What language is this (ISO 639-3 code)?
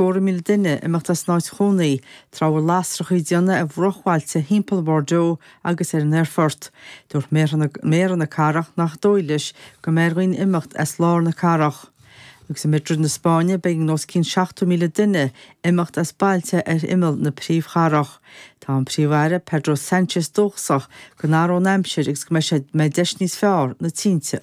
gle